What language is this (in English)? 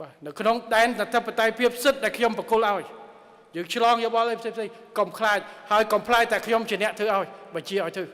Khmer